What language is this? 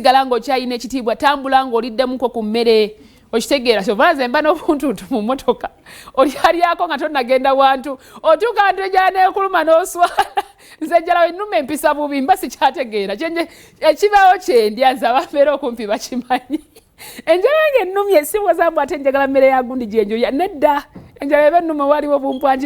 Ganda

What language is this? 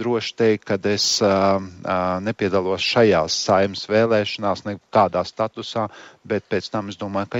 Latvian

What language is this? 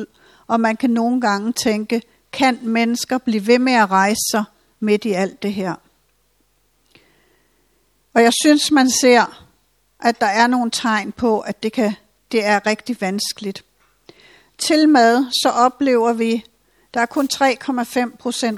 Danish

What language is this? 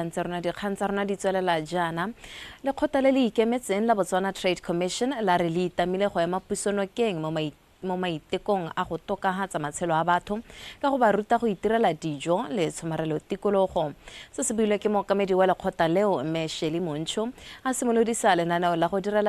Tswana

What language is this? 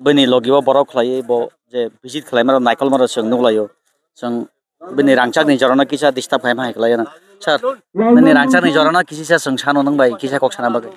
Kok Borok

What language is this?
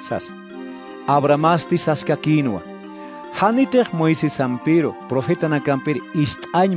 Aymara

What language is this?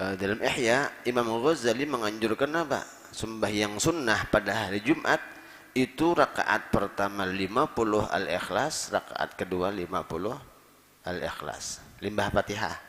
Banjar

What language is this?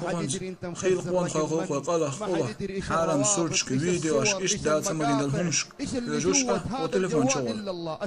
Chechen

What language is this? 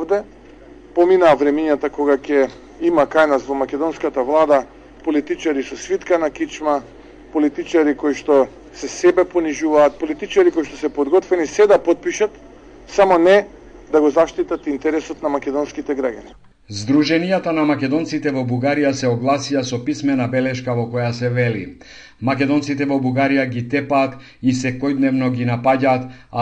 Macedonian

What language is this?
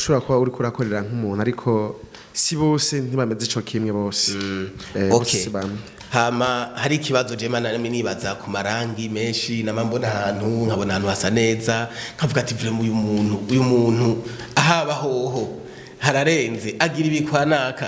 Rundi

